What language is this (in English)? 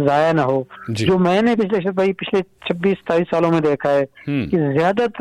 Hindi